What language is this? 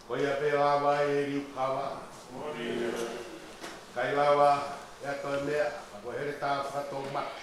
Tongan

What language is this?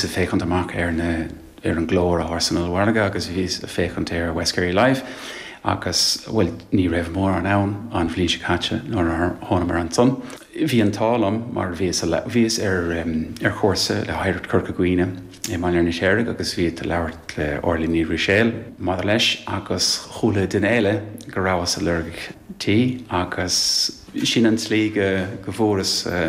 Irish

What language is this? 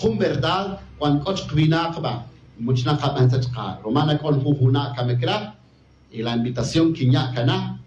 Tz'utujil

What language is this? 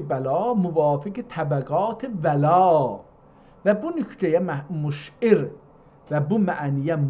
South Azerbaijani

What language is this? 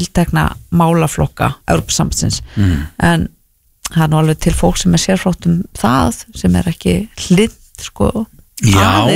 Icelandic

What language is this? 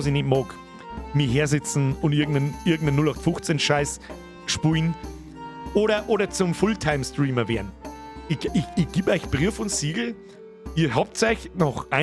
Bavarian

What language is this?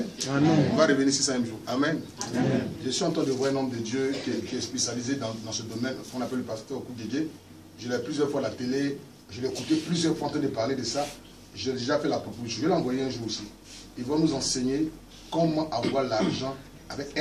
French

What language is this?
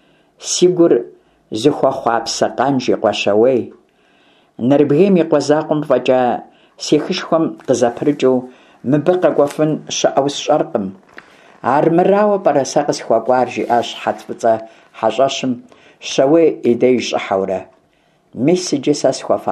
Kabardian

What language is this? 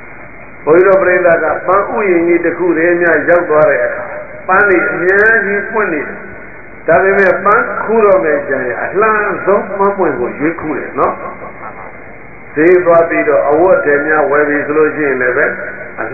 Burmese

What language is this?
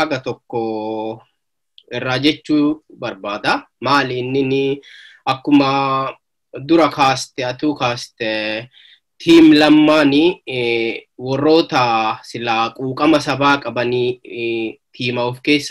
Oromo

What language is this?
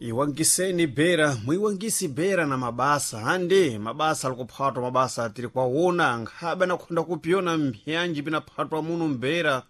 Sena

